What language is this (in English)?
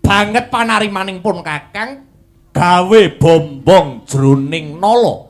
Javanese